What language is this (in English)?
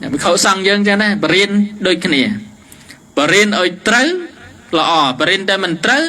Khmer